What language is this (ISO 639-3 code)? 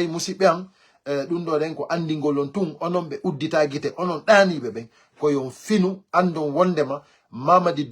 ful